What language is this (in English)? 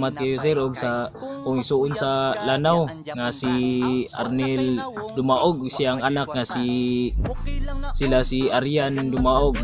Cebuano